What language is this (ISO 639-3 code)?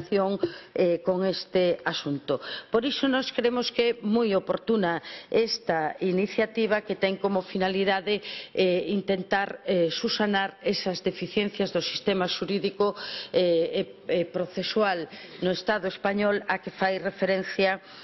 glg